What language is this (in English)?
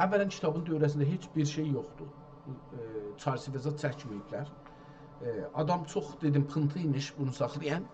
South Azerbaijani